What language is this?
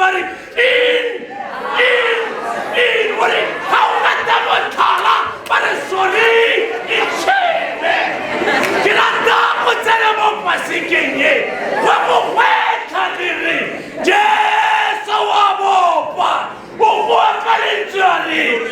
Tswana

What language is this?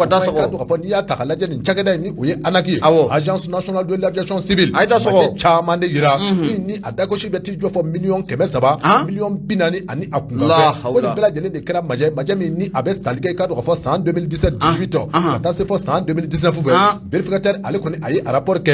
Bambara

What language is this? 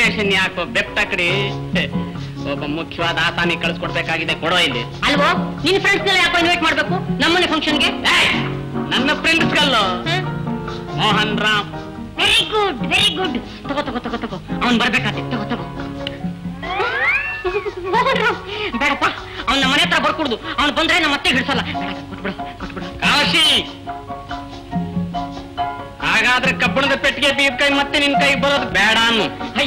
Kannada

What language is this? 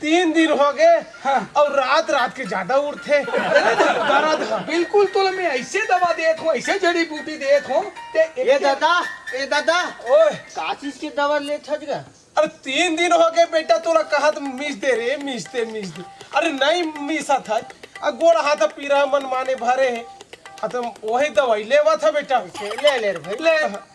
Chhattisgarhi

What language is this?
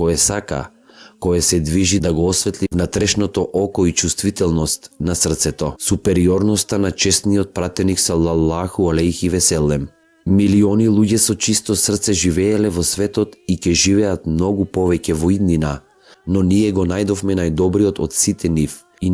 Macedonian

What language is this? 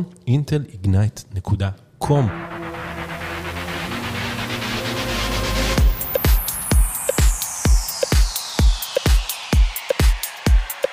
Hebrew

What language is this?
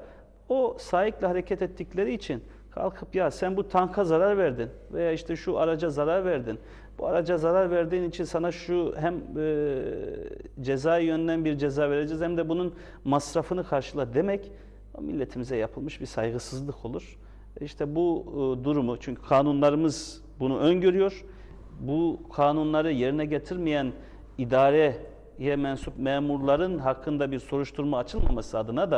Turkish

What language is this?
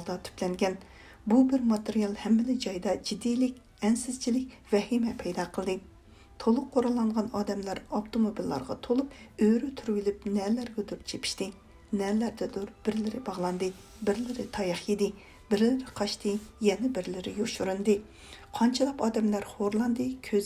Uyghur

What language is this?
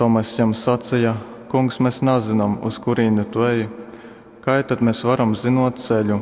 Latgalian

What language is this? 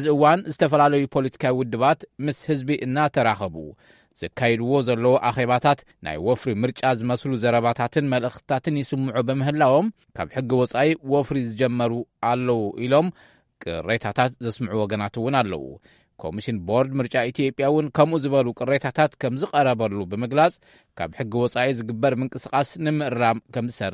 Tigrinya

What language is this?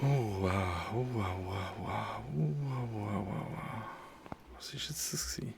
Swiss German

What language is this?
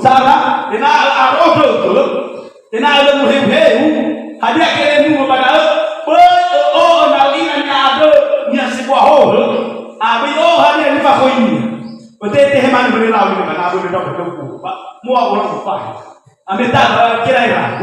Nias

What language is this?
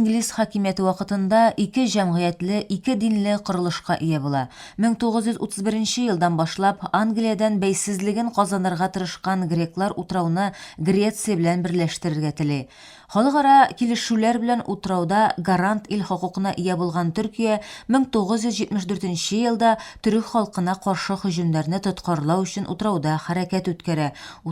Tatar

